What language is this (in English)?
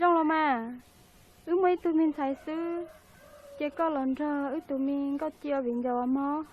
Hmong